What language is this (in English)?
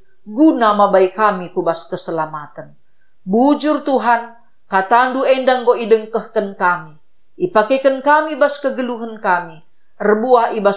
Batak Karo